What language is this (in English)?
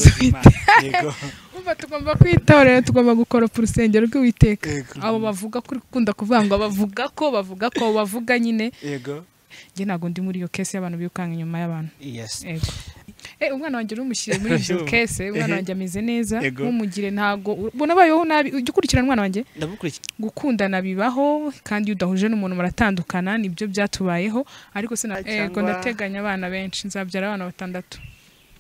Kinyarwanda